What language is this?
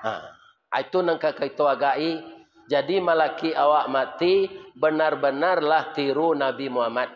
Minangkabau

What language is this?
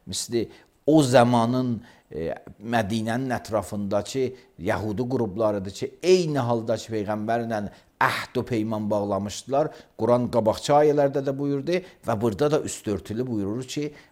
Azerbaijani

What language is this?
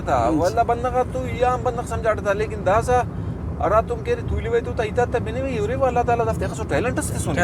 Brahui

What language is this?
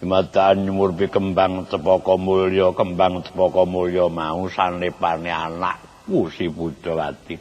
Javanese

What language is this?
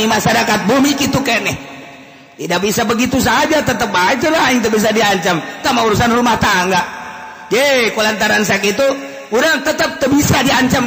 Sundanese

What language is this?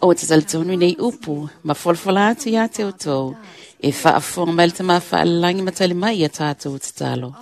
Samoan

